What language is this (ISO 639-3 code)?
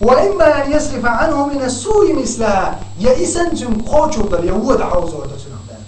che